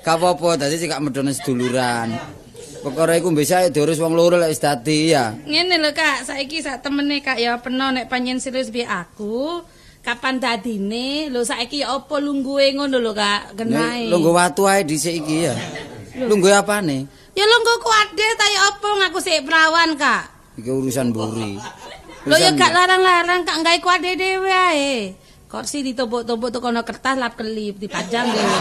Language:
Javanese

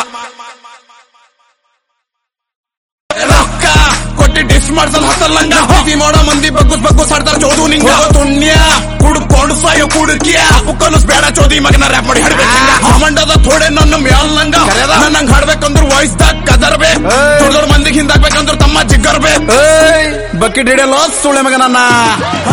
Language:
Kannada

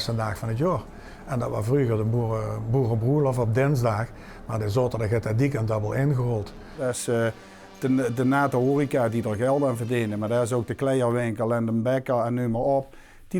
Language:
Limburgish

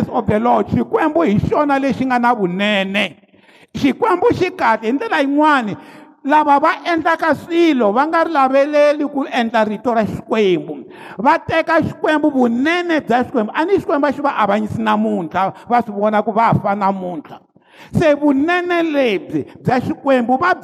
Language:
Tsonga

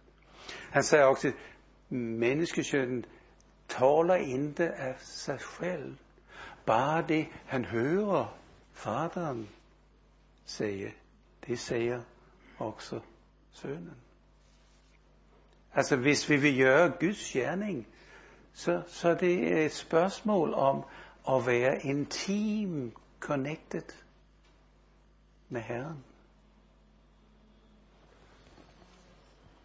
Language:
Danish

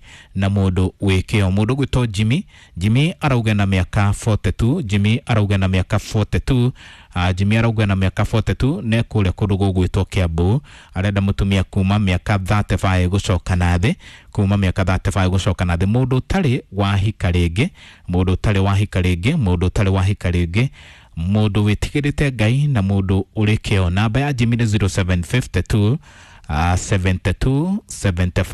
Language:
Kikuyu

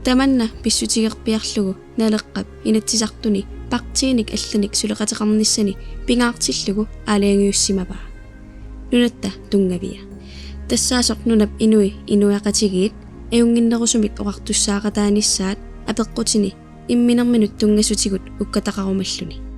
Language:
Kalaallisut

